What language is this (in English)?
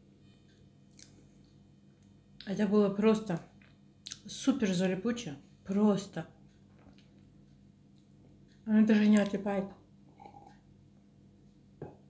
Russian